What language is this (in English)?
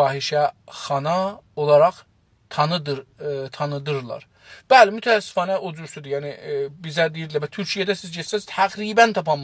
South Azerbaijani